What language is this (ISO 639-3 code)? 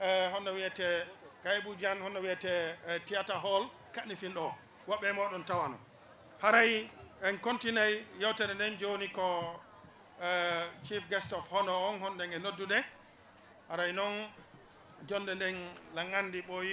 ful